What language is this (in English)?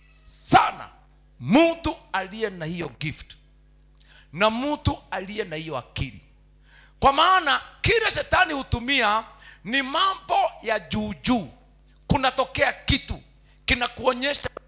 Swahili